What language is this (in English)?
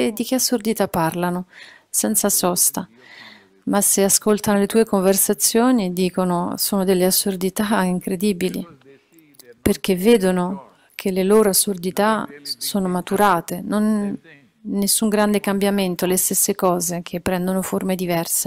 Italian